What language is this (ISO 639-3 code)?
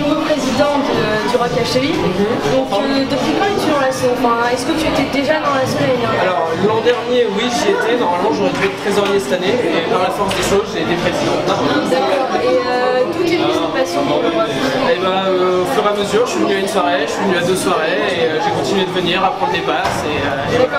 fra